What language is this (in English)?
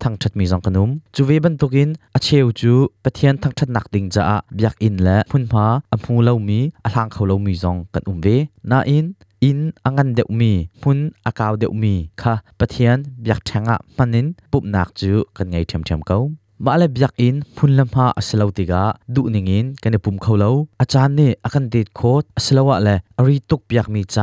Hakha Chin